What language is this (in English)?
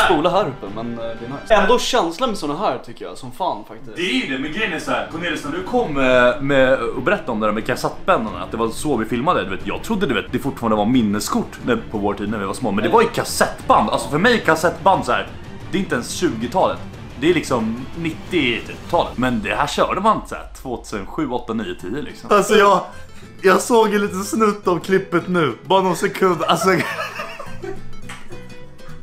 Swedish